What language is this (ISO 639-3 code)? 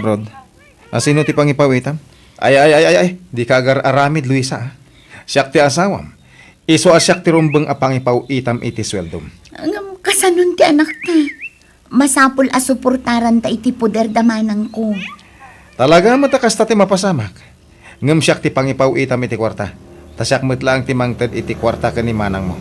ilo